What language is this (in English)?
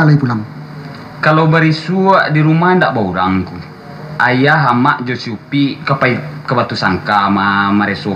Minangkabau